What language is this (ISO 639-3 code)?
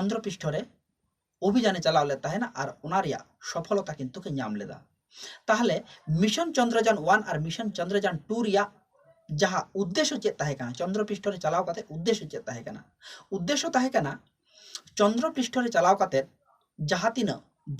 sat